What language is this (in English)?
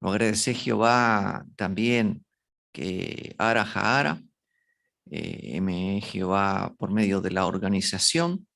Guarani